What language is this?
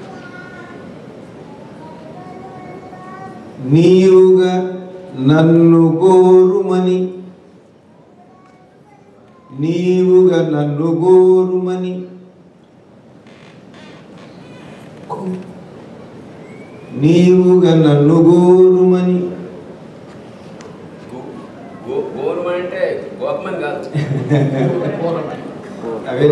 Telugu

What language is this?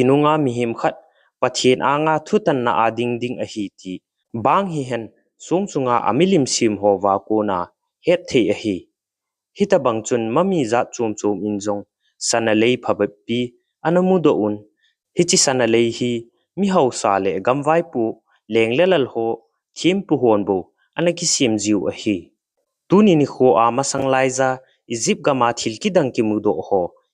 Thado Chin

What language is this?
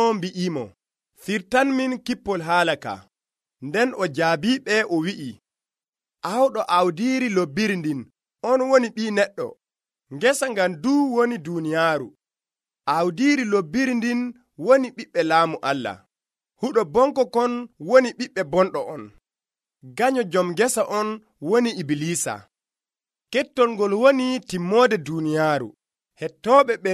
Nigerian Fulfulde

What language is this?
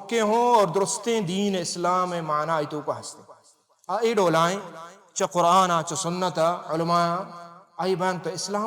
Baluchi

